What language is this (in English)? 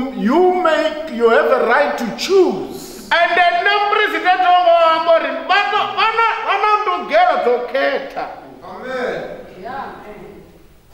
Venda